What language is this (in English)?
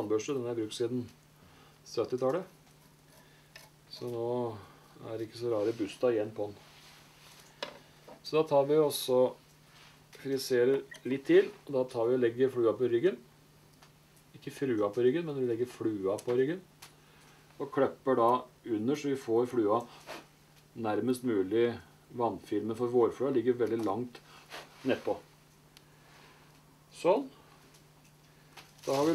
Norwegian